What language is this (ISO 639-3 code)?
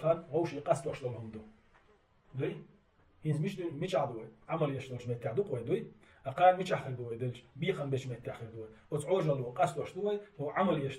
che